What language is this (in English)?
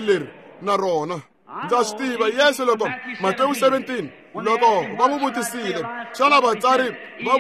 Tsonga